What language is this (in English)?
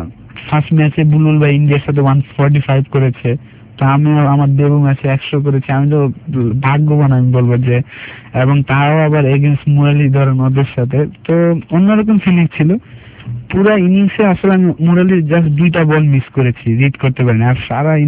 Bangla